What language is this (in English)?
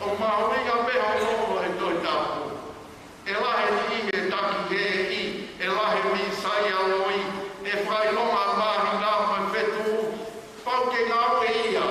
Tongan